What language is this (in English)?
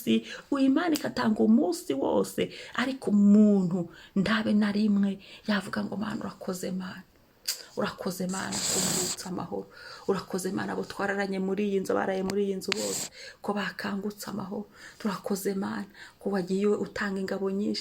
Kinyarwanda